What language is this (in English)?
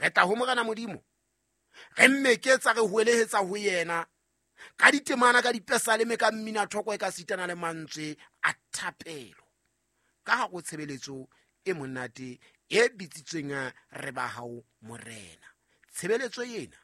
Southern Sotho